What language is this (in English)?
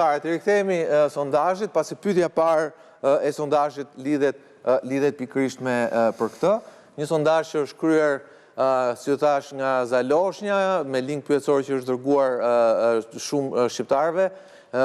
Albanian